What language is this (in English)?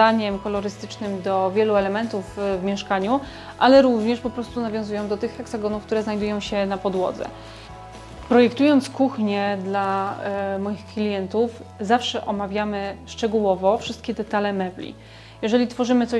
Polish